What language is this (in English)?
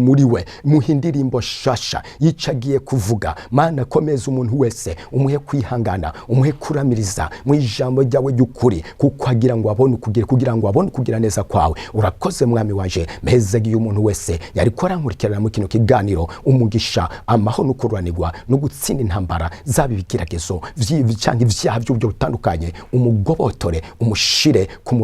Rundi